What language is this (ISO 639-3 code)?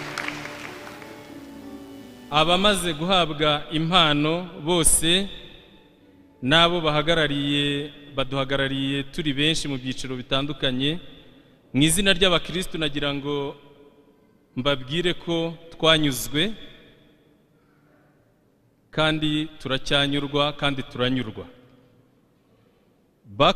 kin